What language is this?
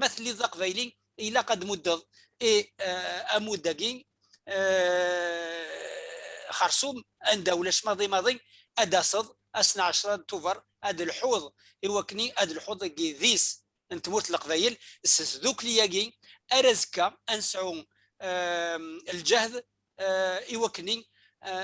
Kabyle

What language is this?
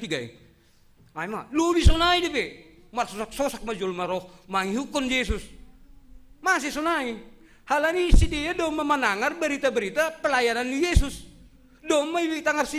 Batak Simalungun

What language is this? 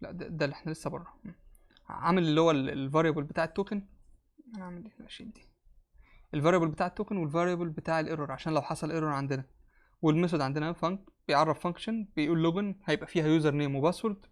Egyptian Arabic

